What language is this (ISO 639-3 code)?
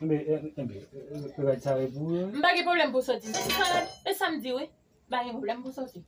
hat